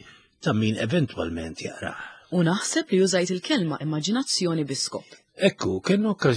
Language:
Maltese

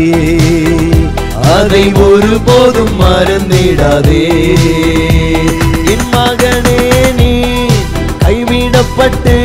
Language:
Tamil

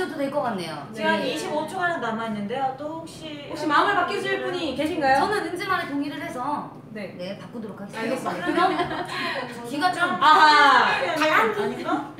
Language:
Korean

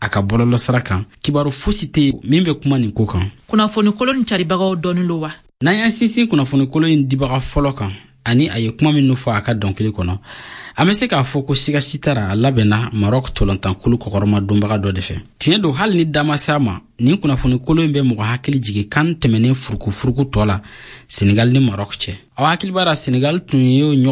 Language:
Bambara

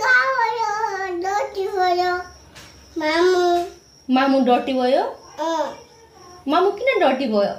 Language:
Nepali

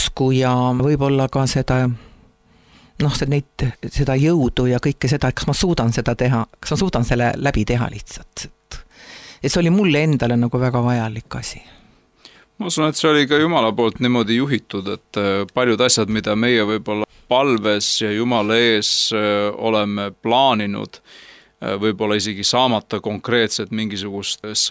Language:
Estonian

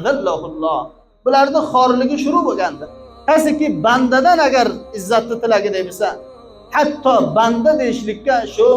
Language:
Uzbek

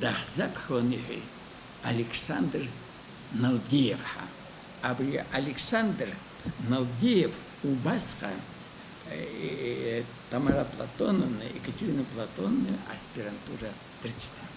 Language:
Abkhazian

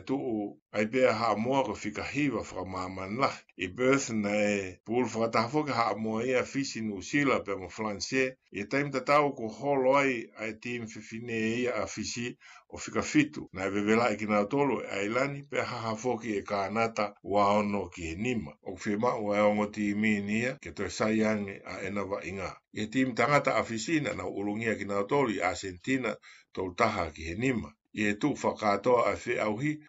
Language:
Tongan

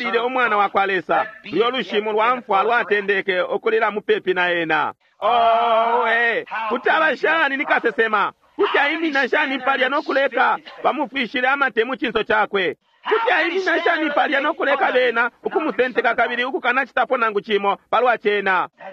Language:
Bemba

